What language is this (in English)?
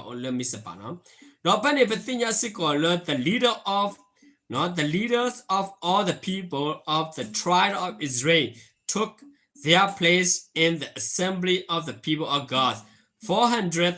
S'gaw Karen